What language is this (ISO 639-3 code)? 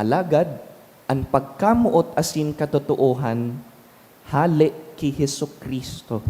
bik